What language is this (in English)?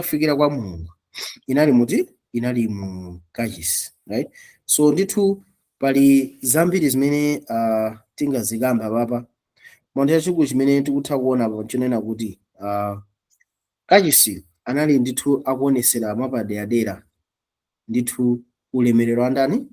Nyanja